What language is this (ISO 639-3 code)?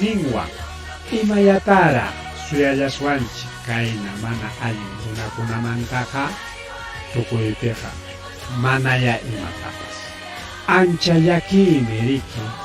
quy